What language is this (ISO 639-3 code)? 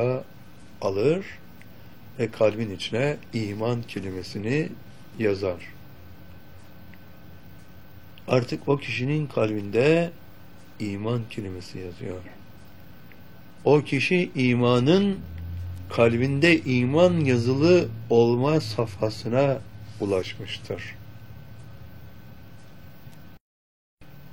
tur